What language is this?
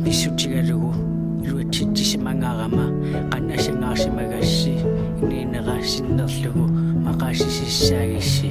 Kalaallisut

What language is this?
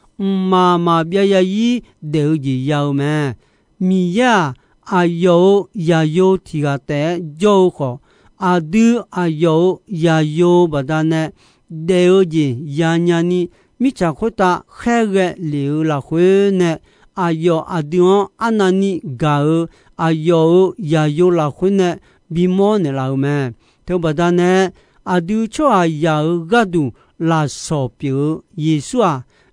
Akha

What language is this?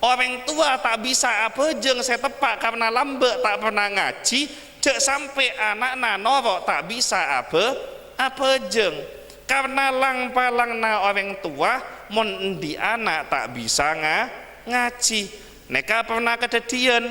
Madurese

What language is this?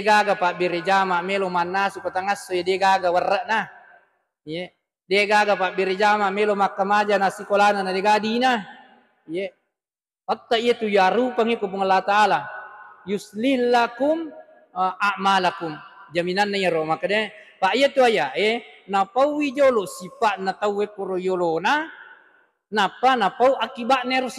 Buginese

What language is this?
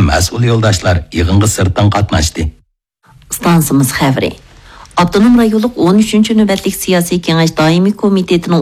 Uyghur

